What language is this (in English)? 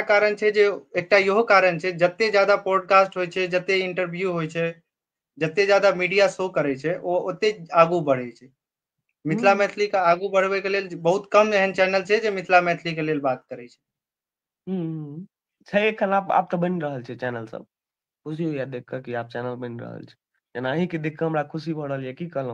Maithili